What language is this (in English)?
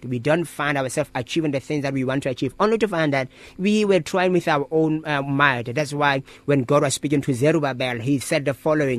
English